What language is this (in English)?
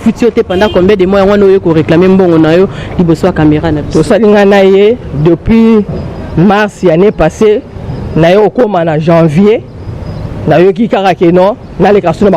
Lingala